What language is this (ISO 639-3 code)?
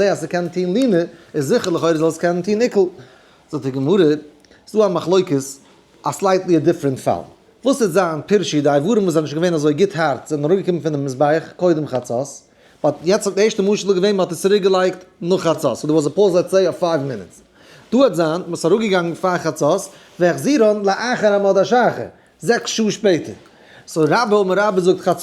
yid